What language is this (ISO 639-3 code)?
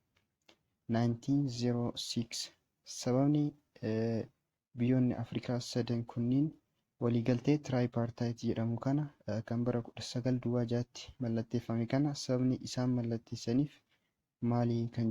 orm